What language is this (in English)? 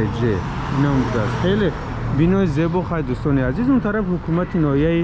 Tajik